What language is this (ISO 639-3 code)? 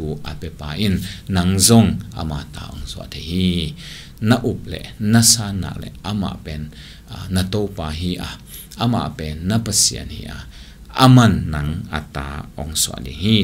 ctd